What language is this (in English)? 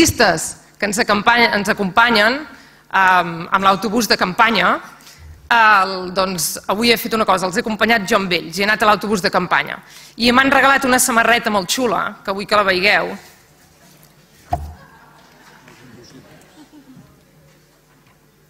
Catalan